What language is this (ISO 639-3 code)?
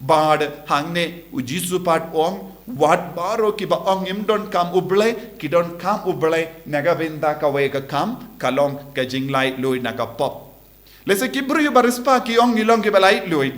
kha